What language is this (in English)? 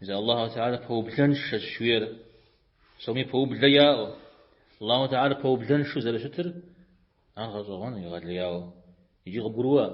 Kabardian